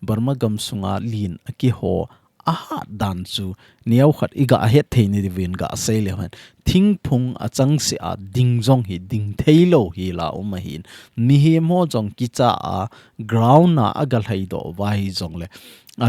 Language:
Thado Chin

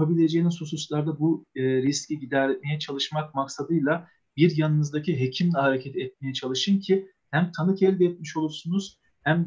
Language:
Turkish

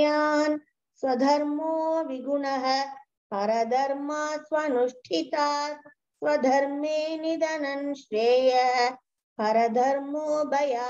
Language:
Sanskrit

